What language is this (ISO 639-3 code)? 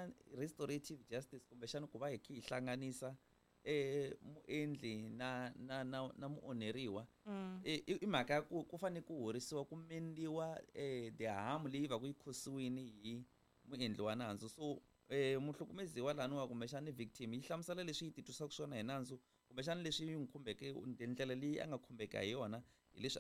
tso